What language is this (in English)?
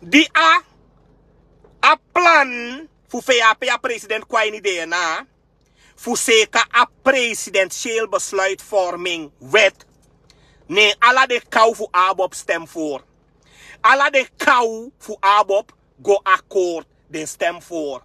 Sranan Tongo